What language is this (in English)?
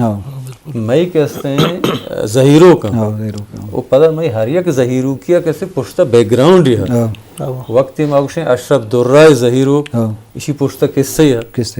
Eastern Balochi